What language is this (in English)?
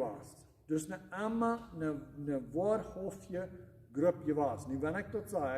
Plautdietsch